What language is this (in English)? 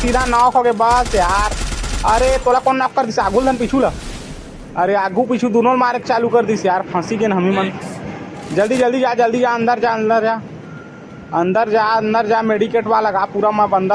Chhattisgarhi